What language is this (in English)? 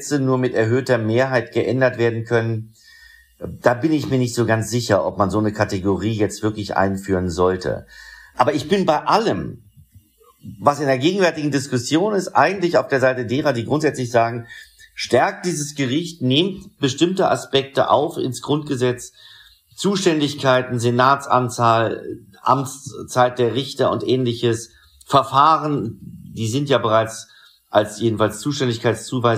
German